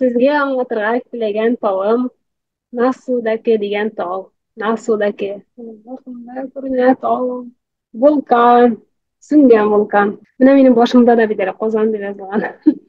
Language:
Tatar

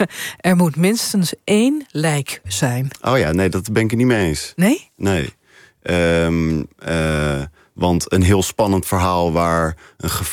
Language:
Dutch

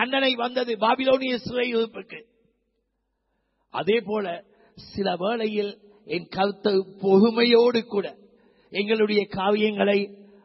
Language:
Tamil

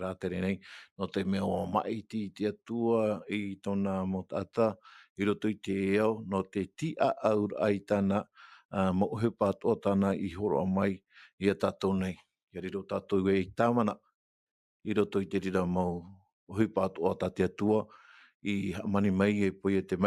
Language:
Tahitian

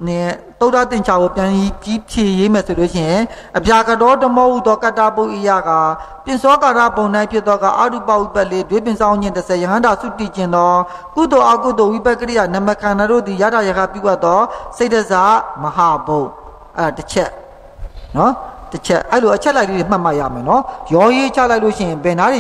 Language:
Burmese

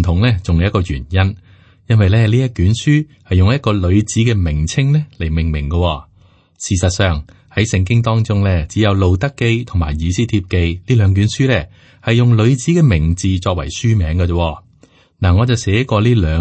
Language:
Cantonese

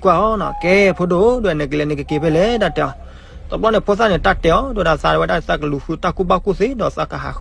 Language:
S'gaw Karen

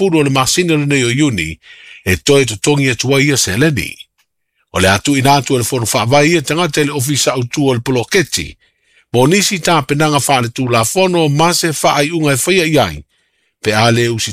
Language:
Samoan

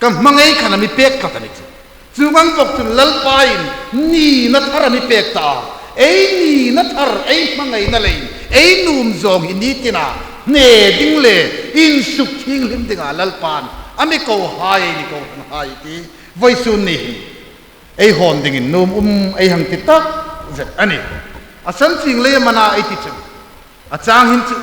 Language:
Hmar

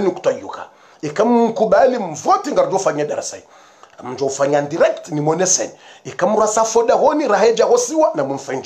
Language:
Swahili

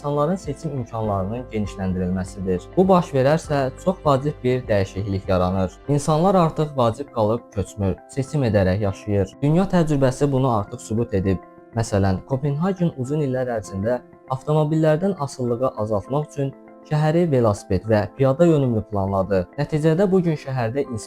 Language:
Azerbaijani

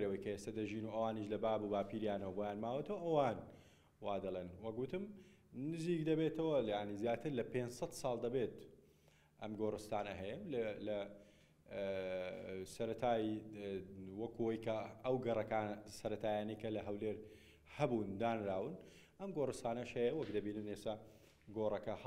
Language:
Central Kurdish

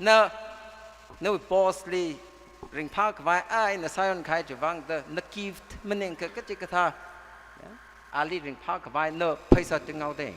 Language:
Tangkhul Naga (India)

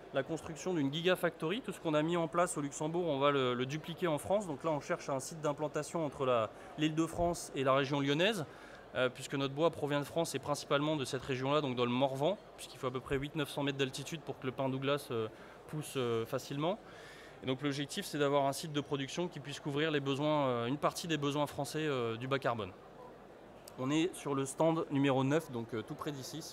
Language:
French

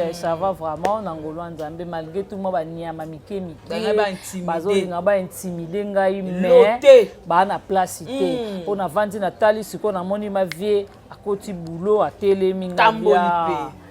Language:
Lingala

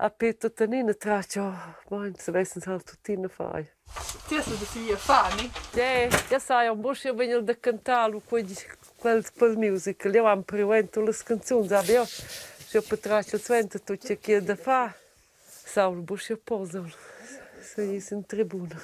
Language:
Romansh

